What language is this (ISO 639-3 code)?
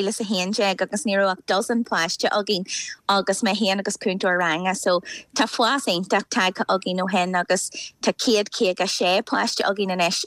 gle